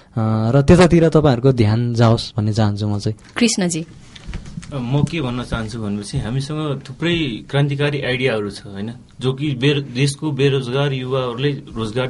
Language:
Nepali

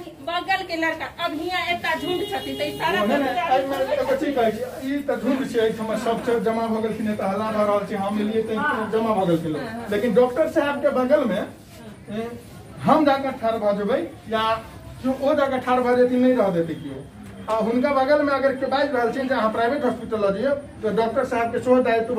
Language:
Maithili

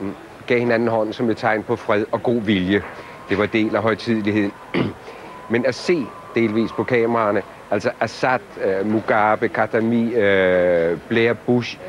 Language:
Danish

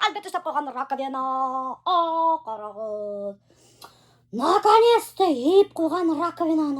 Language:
Bashkir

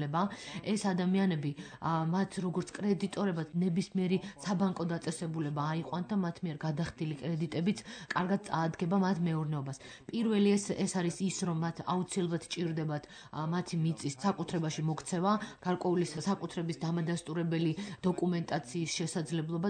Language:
Georgian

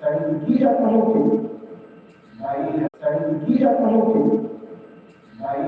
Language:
Tetum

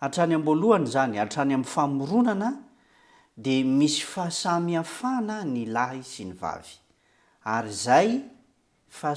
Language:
Malagasy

